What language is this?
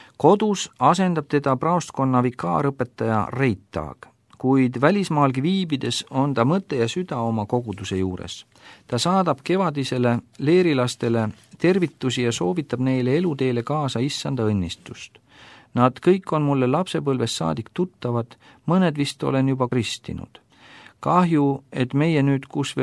Estonian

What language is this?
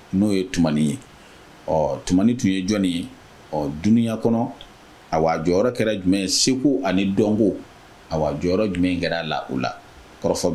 Bambara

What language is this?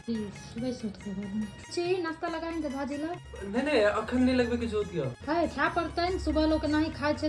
Maithili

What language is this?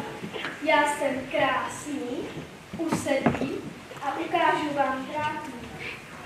Czech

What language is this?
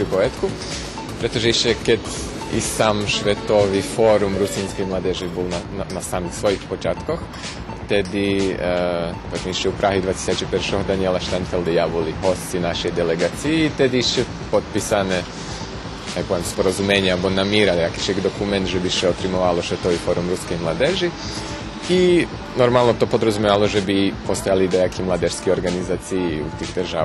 Rusyn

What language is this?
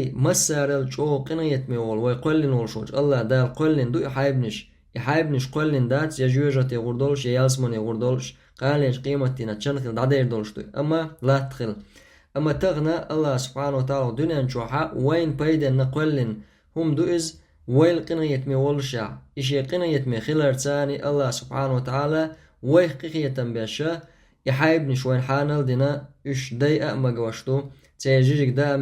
Chechen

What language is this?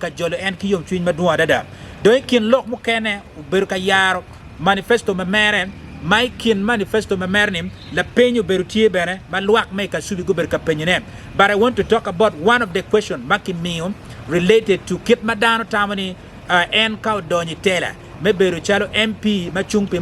Acoli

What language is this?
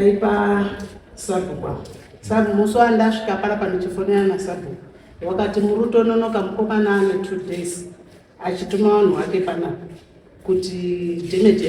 Shona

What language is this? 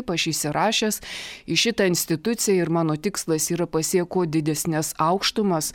Lithuanian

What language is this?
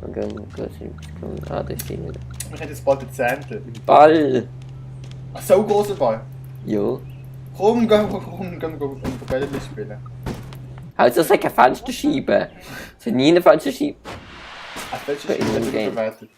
Swiss German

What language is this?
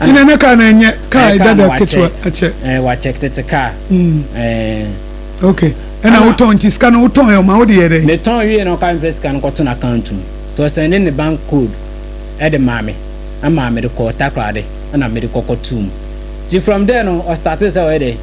Akan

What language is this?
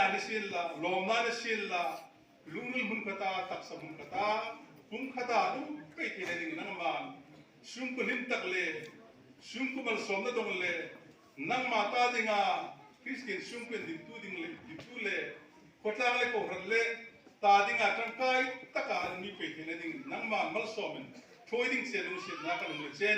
Hmar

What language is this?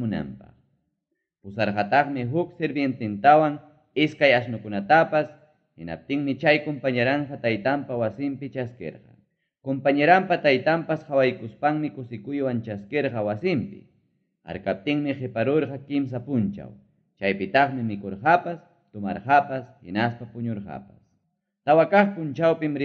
Ayacucho Quechua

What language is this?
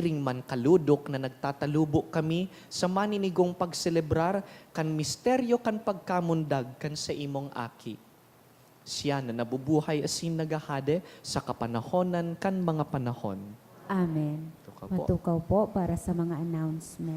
Bikol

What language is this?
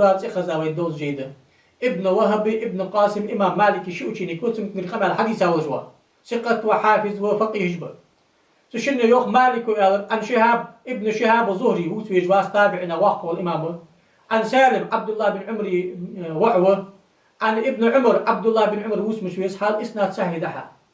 Ingush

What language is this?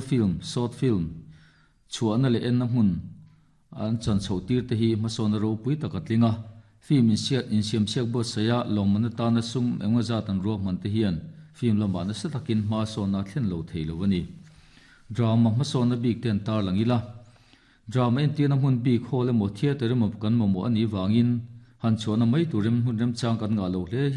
Mizo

